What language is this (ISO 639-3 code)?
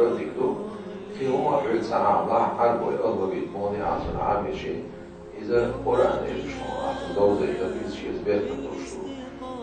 che